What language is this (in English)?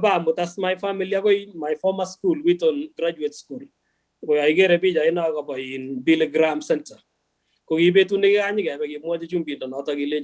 Kalenjin